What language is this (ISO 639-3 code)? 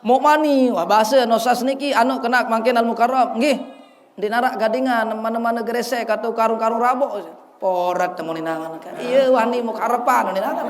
sas